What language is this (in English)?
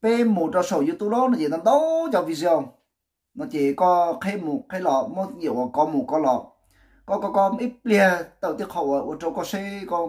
Hmong